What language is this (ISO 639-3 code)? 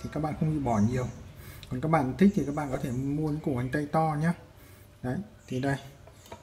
vie